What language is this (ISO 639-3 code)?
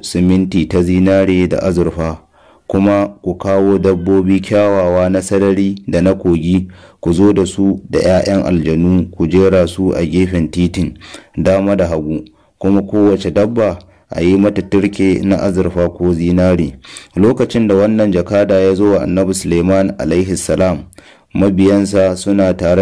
hau